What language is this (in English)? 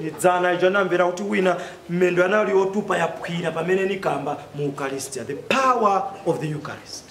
Nyanja